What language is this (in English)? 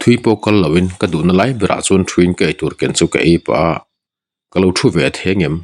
Mizo